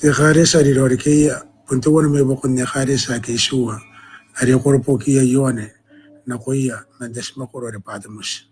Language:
Gilbertese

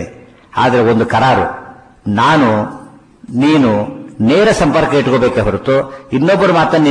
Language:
Kannada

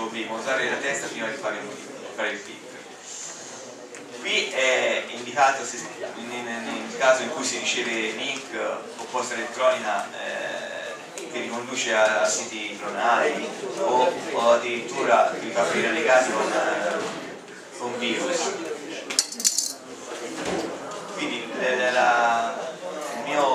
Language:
Italian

